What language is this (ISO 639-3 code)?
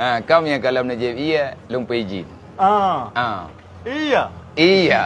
ace